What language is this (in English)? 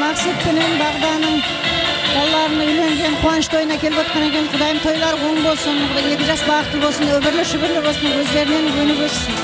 Kara-Kalpak